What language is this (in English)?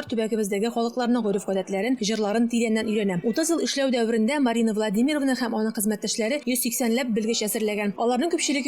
Tatar